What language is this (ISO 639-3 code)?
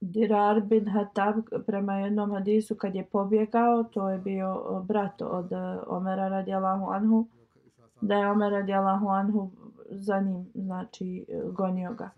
bos